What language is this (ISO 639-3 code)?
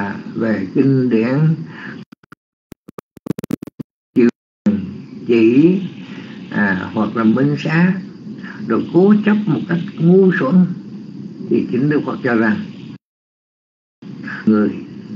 vie